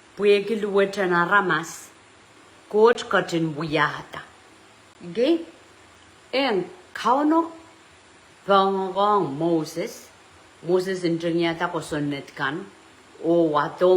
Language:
Pohnpeian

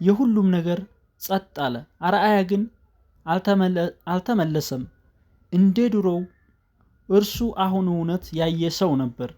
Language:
Amharic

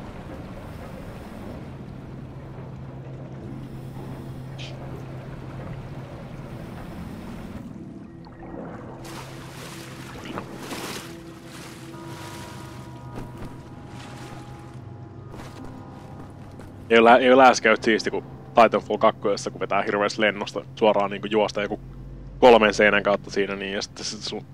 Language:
Finnish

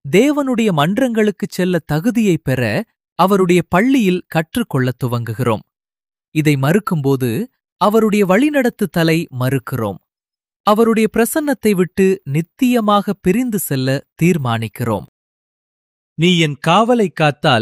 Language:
Tamil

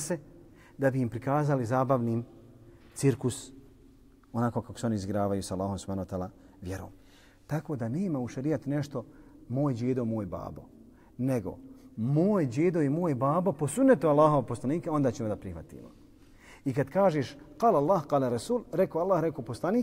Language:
Bosnian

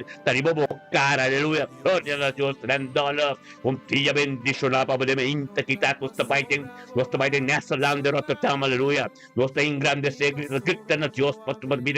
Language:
Papiamento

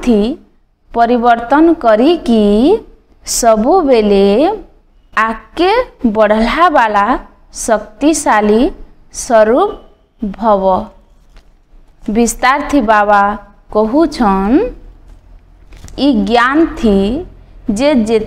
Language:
Odia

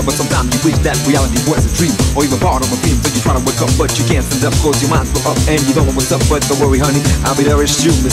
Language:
English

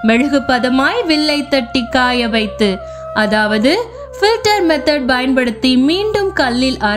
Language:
Tamil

